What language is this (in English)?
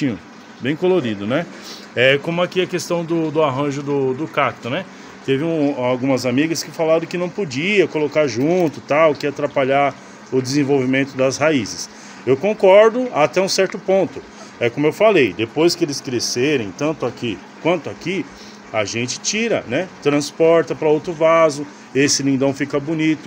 Portuguese